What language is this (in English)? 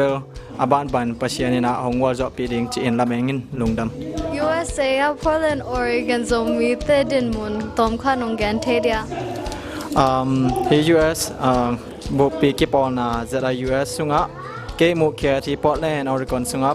Tedim Chin